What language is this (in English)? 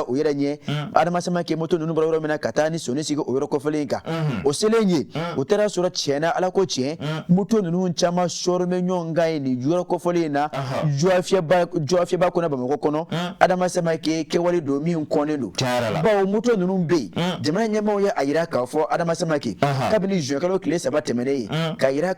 Bambara